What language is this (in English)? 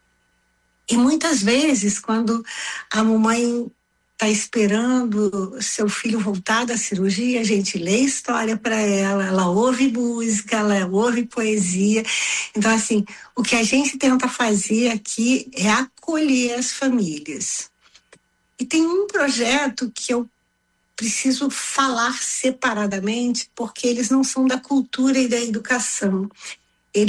Portuguese